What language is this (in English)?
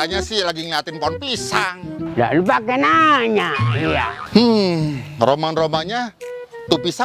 Betawi